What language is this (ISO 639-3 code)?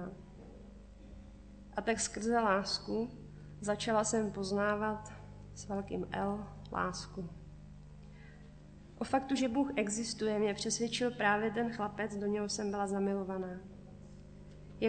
ces